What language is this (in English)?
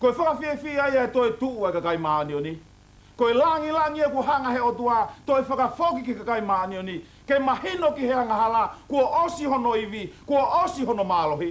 Tongan